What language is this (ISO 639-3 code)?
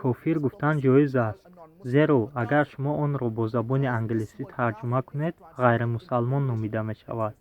tgk